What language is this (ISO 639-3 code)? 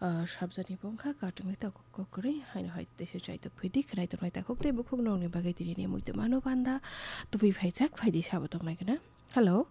trp